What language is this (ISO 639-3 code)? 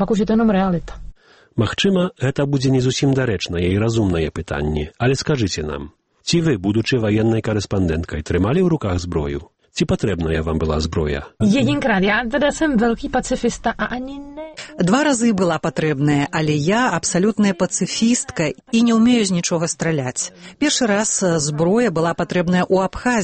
bel